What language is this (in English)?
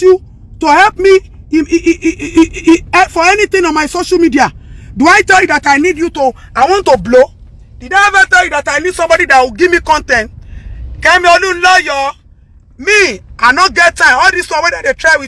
Nigerian Pidgin